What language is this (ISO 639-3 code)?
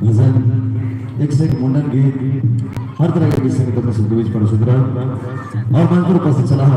mai